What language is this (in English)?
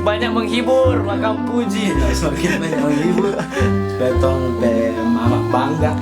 Manado Malay